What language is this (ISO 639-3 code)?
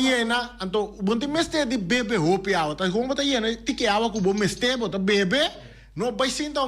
pap